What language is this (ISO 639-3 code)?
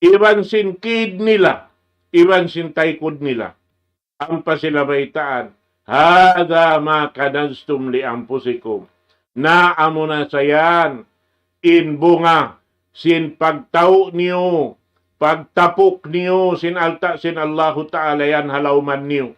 tsg